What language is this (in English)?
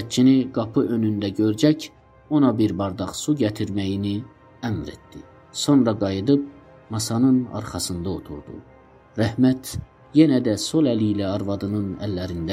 South Azerbaijani